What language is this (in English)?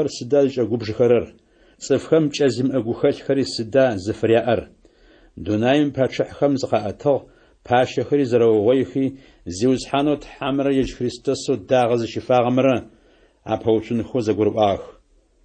Adyghe